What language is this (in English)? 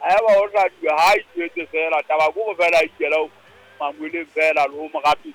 Southern Sotho